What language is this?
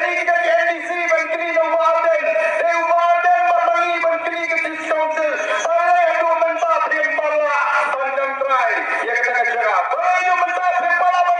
Khasi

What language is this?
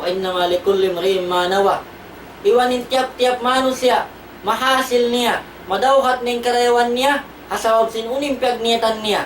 Tausug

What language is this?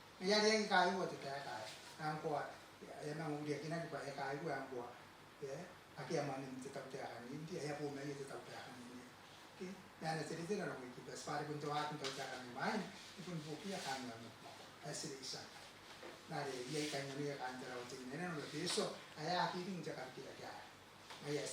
Gilbertese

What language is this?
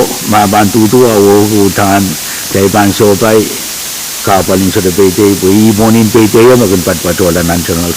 Pohnpeian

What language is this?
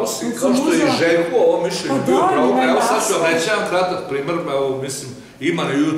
Serbian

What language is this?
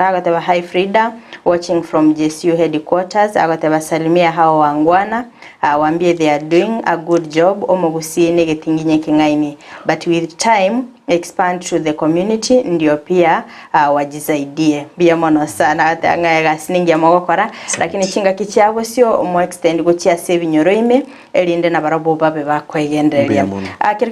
Gusii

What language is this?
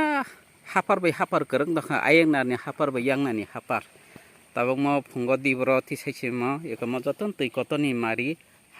Kok Borok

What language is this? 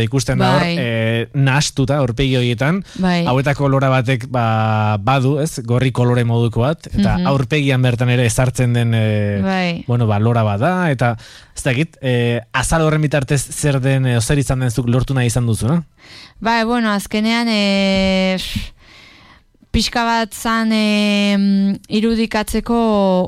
Basque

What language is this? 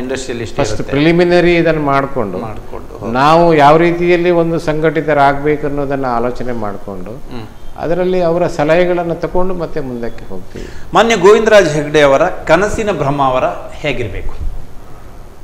Kannada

